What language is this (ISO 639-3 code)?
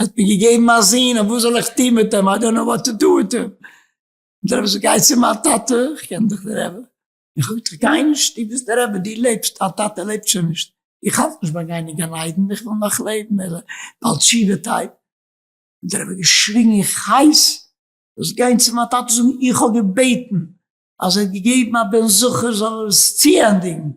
yid